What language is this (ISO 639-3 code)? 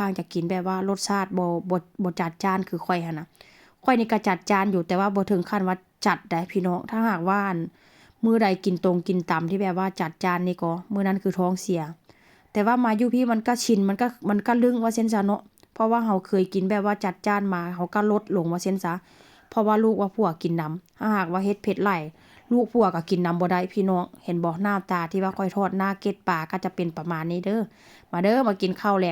tts